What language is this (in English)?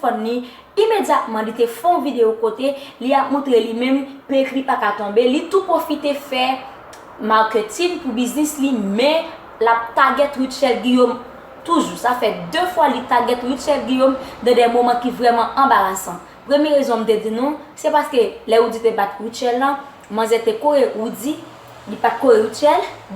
Haitian Creole